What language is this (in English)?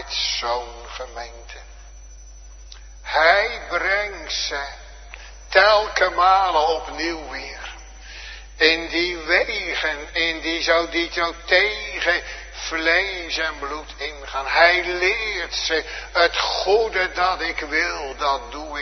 Dutch